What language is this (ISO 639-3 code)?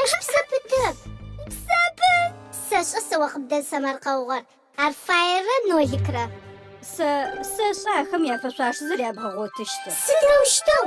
ady